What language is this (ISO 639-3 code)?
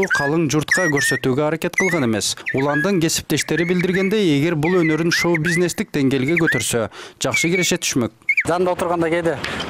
kir